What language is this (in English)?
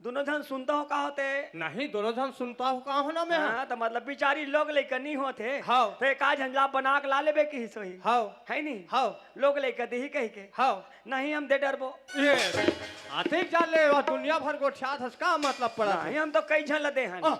Chhattisgarhi